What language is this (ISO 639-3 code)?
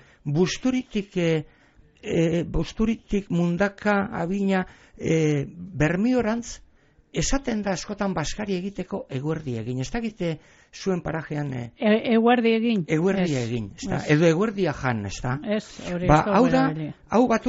eus